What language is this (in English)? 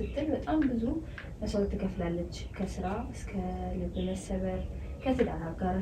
Amharic